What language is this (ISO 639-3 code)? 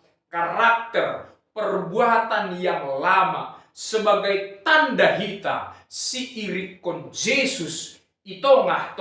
bts